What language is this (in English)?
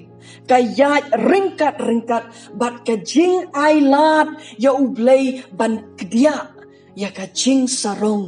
Khasi